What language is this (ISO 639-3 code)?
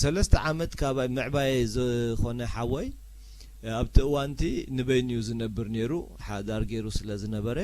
tir